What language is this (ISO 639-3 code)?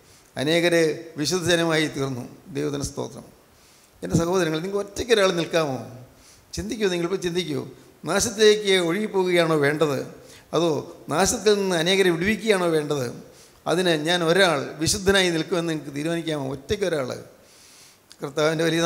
mal